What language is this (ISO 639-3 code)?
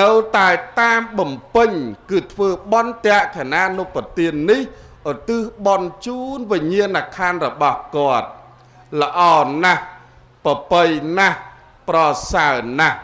khm